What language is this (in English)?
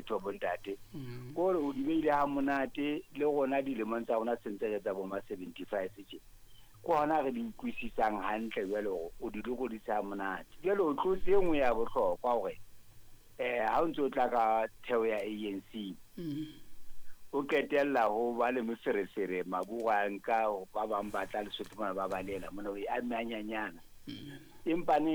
Southern Sotho